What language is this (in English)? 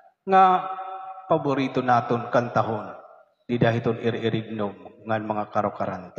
Waray